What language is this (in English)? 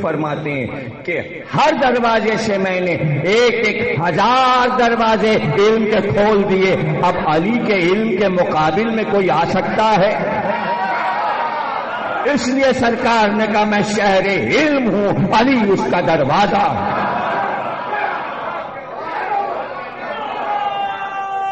Urdu